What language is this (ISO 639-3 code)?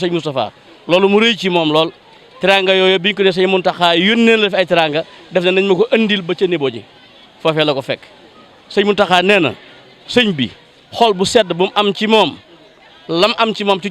wol